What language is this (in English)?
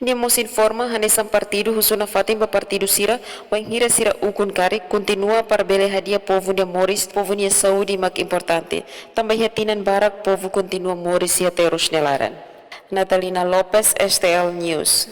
Tetum